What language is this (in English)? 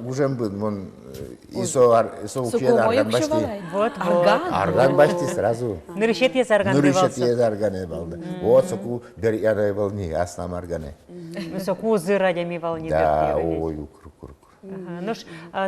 Udmurt